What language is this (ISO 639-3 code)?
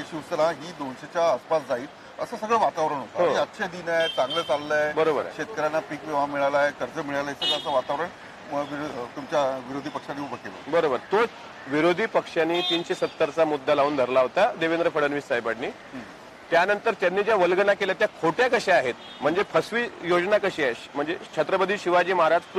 mar